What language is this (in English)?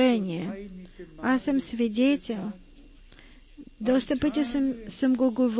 Bulgarian